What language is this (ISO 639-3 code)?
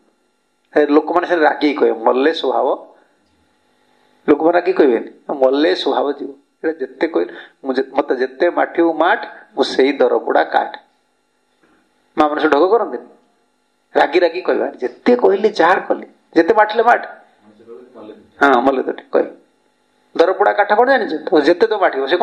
ori